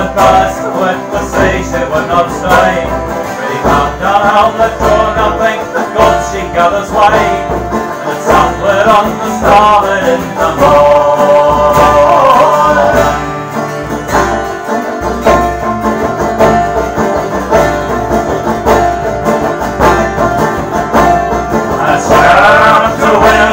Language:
English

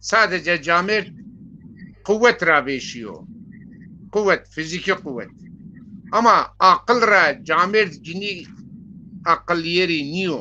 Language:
Zaza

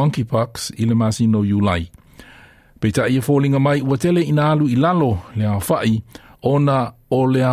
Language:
Samoan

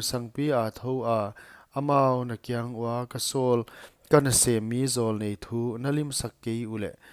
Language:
Paite Chin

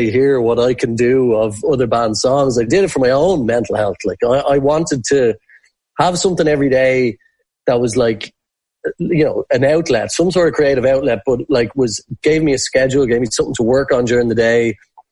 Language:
English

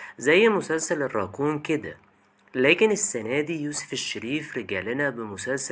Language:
Egyptian Arabic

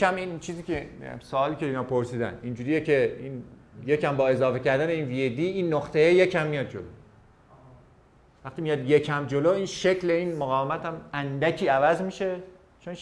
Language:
Persian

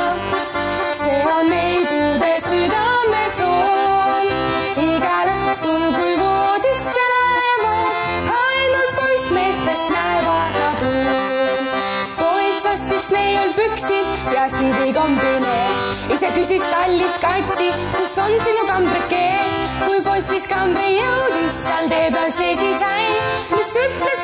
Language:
Estonian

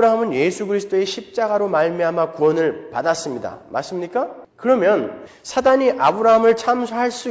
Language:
Korean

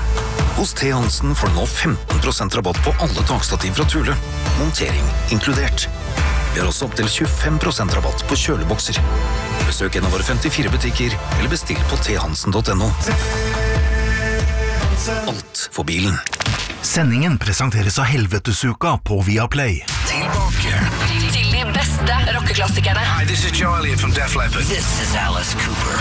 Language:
Norwegian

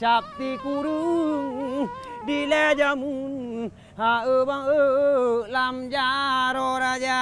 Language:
Achinese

